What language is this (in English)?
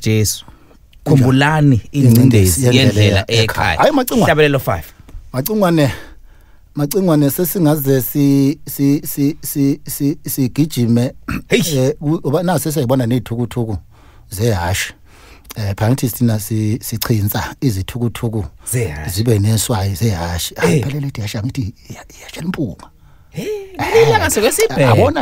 Zulu